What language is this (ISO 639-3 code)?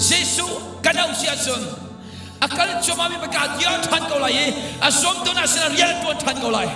cnh